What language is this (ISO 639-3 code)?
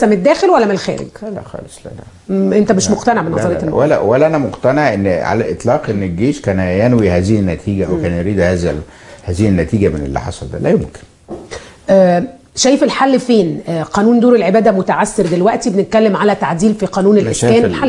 arz